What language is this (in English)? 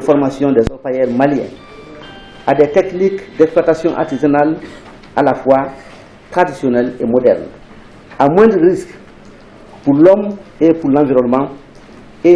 Bambara